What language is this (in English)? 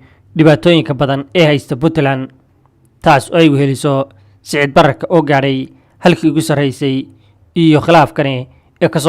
Somali